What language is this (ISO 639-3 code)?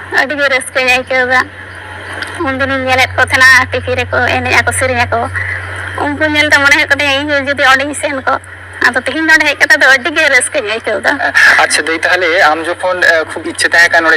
sat